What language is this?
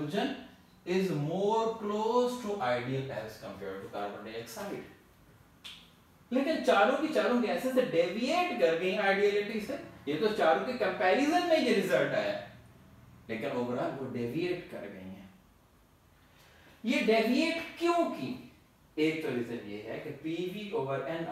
Hindi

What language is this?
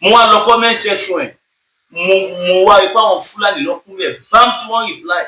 Yoruba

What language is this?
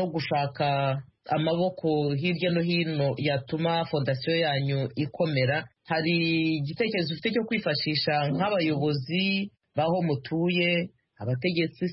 Kinyarwanda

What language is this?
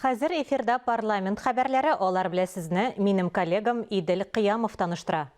Tatar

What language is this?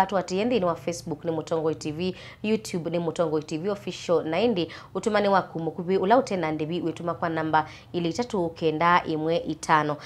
Kamba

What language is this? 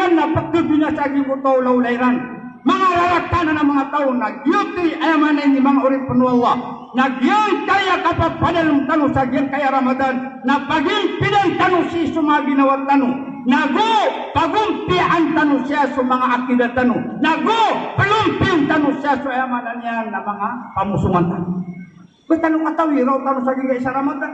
Maranao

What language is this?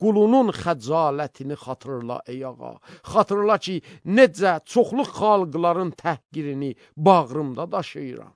Azerbaijani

